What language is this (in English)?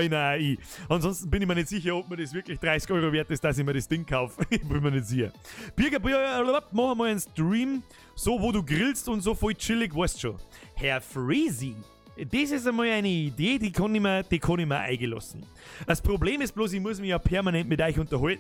Bavarian